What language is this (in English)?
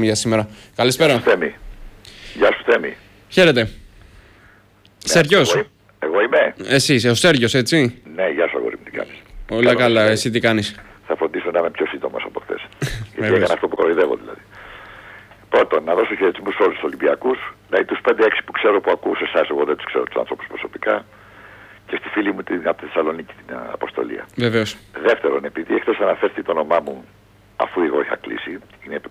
Greek